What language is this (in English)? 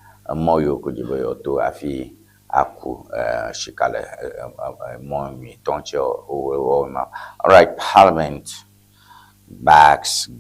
Ewe